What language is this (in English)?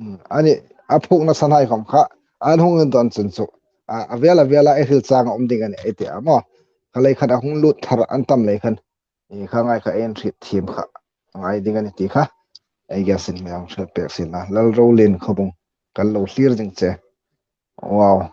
Hmar